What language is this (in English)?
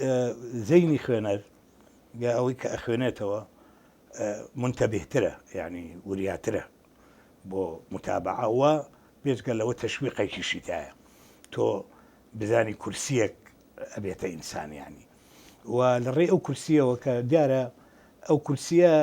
Central Kurdish